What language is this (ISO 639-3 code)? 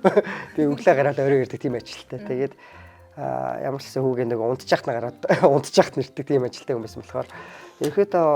mon